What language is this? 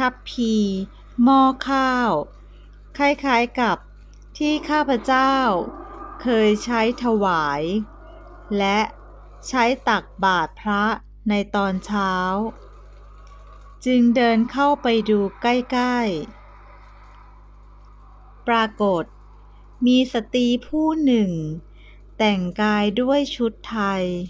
Thai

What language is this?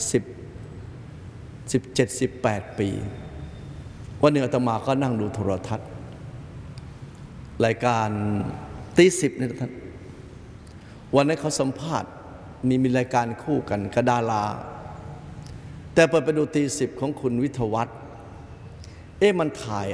Thai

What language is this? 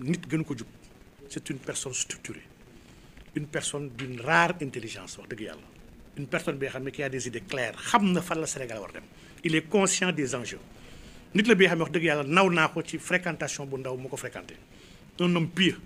Wolof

